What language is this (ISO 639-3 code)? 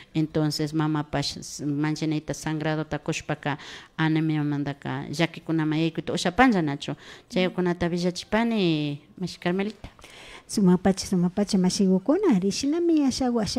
qvi